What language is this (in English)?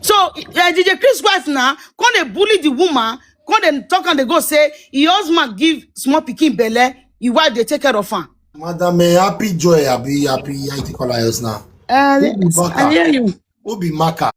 Nigerian Pidgin